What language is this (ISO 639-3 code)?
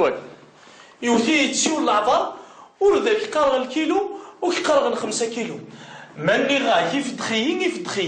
kab